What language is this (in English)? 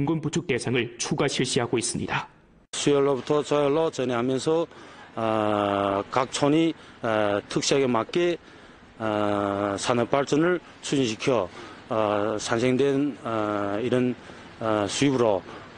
Korean